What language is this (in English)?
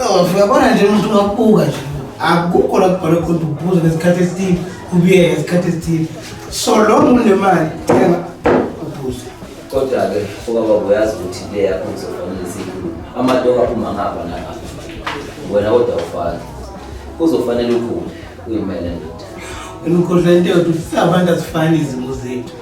Zulu